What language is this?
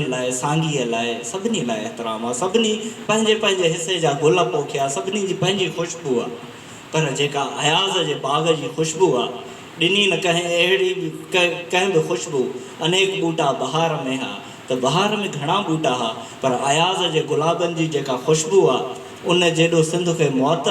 Sindhi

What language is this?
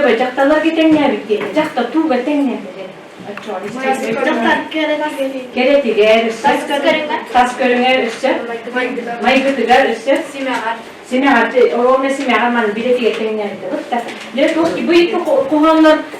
Yakut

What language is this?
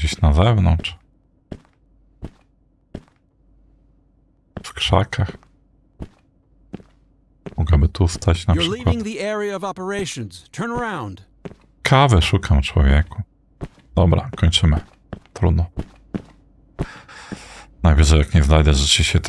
Polish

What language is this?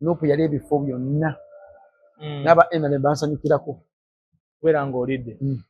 Ganda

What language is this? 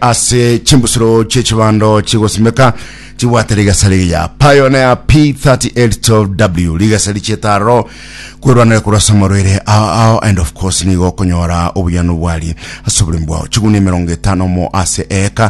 Gusii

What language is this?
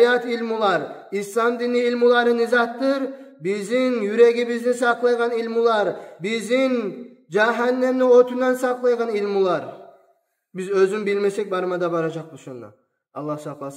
Kumyk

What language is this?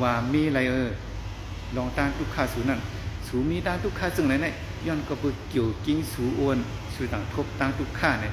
Shan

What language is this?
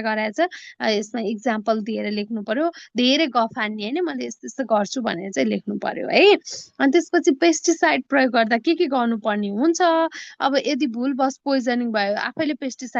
Nepali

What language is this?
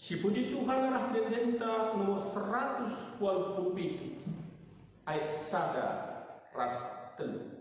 Batak Karo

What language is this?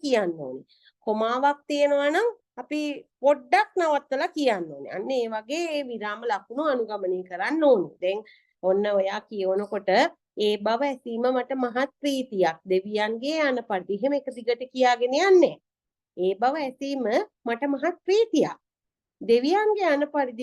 Sinhala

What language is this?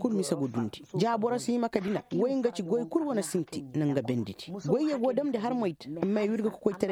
Koyraboro Senni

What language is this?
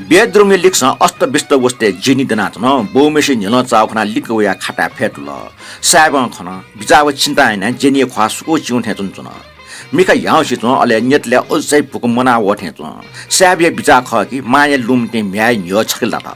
Newari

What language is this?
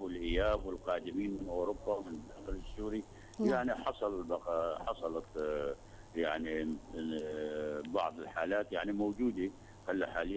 North Levantine Arabic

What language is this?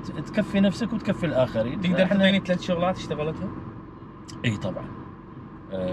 Mesopotamian Arabic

